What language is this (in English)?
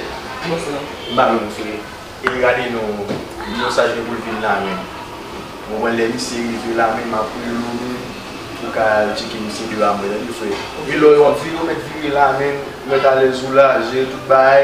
Haitian Creole